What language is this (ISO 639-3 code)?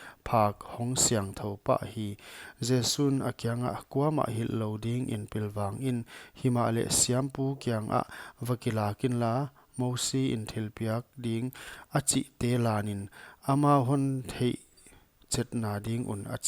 pck